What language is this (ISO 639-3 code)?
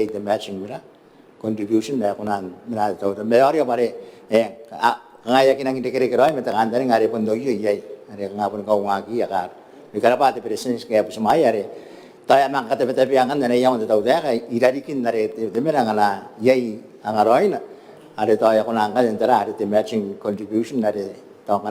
gil